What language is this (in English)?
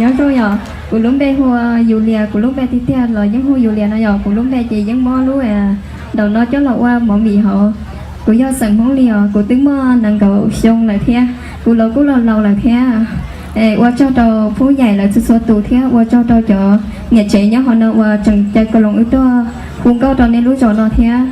Hmong